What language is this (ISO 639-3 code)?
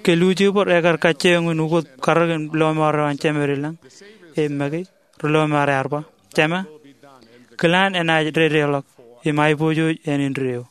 mah